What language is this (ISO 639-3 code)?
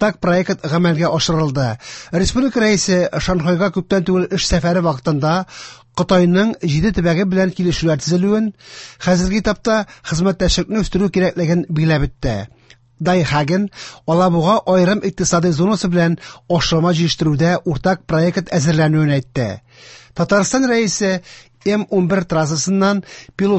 tat